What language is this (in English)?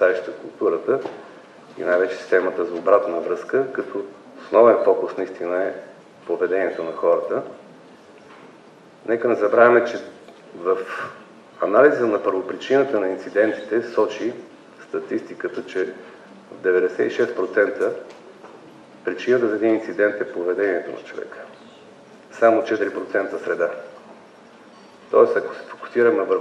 Bulgarian